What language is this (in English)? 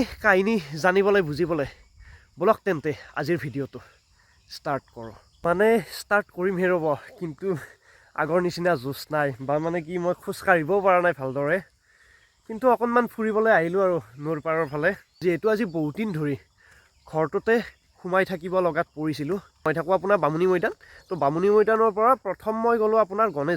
Assamese